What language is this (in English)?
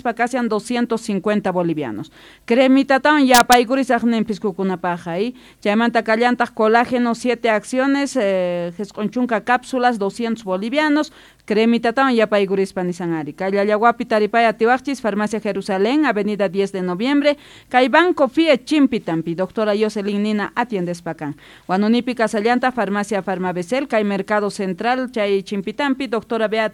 South Bolivian Quechua